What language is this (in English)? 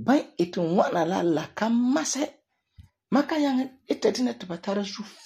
Frafra